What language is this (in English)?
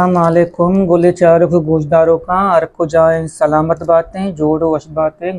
Baluchi